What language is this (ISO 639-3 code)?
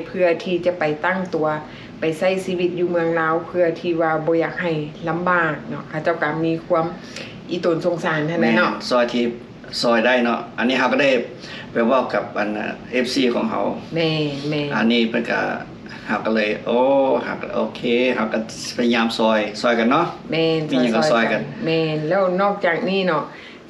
lao